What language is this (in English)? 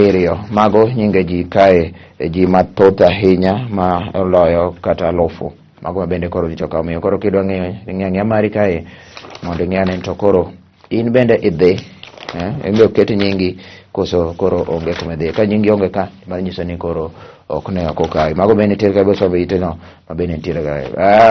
Luo (Kenya and Tanzania)